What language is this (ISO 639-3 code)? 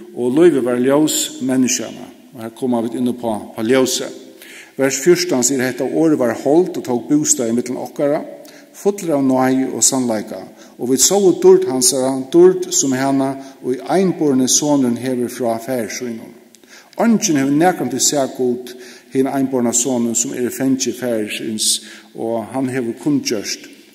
fao